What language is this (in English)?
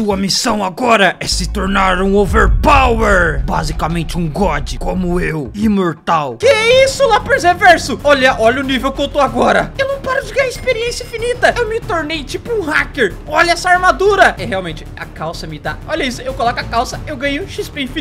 Portuguese